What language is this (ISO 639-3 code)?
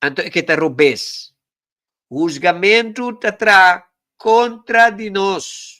pap